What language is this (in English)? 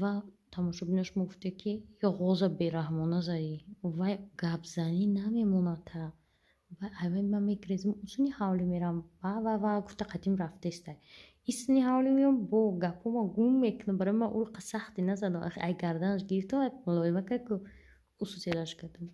Tajik